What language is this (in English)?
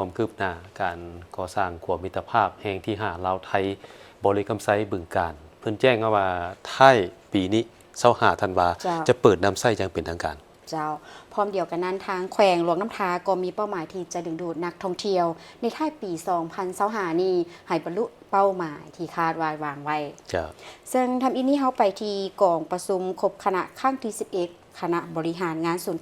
Lao